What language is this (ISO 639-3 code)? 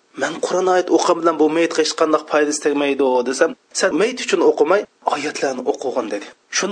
uig